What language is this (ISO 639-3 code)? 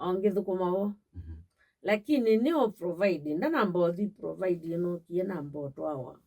kam